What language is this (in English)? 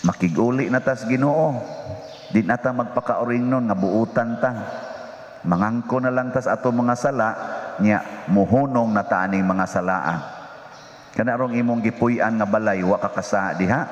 Cebuano